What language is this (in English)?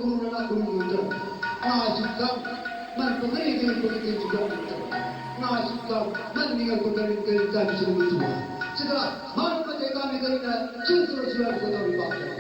Batak Karo